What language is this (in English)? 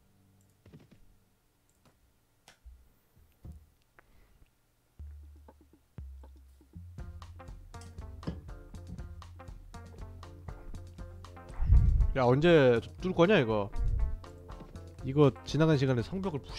Korean